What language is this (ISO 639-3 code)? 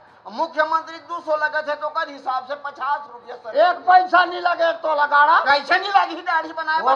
hne